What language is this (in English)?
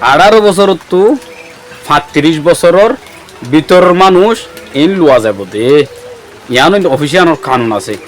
Rohingya